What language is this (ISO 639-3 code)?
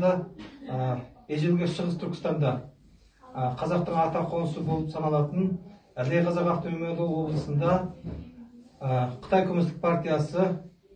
kaz